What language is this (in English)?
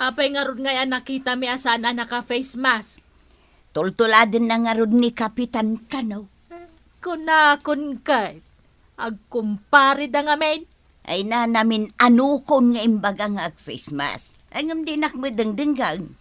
Iloko